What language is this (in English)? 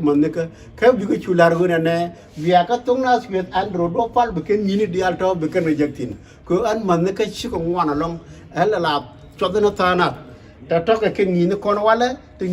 Nuer